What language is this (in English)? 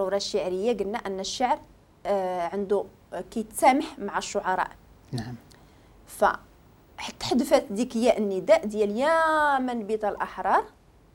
Moroccan Arabic